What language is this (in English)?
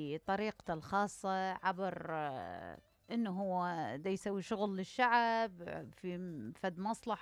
Mesopotamian Arabic